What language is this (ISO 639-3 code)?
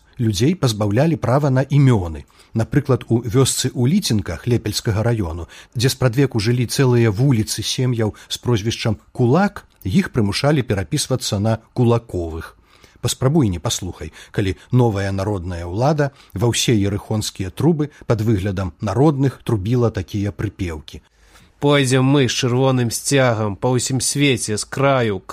bel